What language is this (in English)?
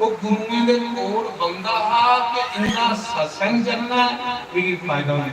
Dogri